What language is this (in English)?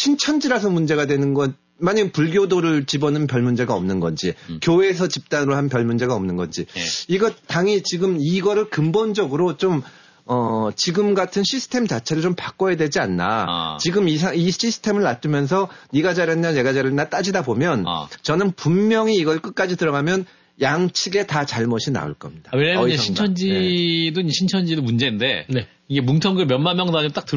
Korean